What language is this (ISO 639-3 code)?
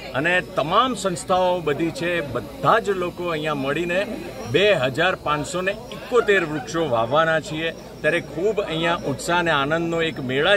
guj